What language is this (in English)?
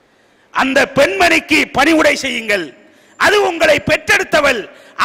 Tamil